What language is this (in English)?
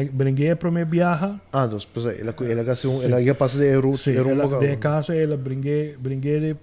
Papiamento